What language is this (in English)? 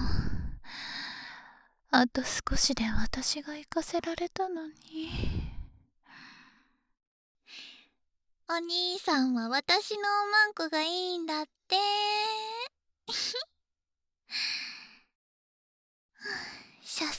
Japanese